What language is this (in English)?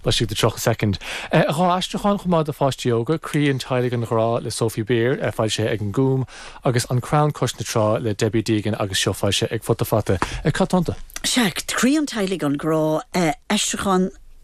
Irish